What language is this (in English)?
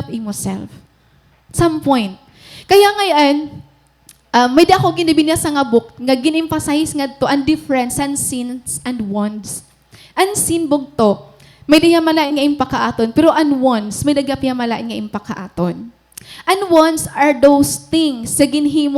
Waray